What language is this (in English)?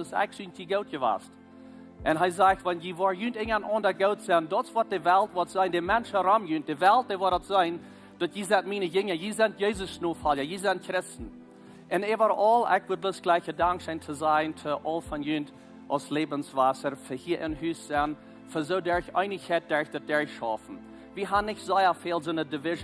Plautdietsch